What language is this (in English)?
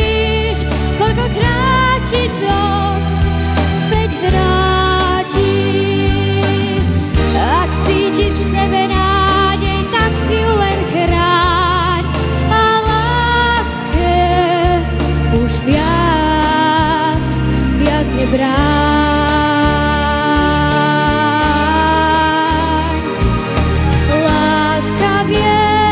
Slovak